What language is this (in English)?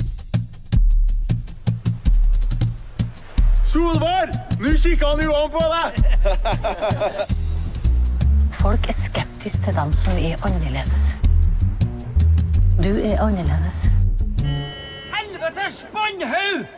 Norwegian